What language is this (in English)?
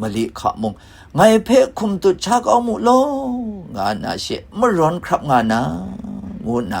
Kachin